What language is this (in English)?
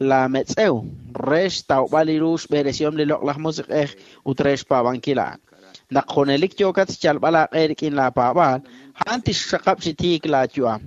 Kekchí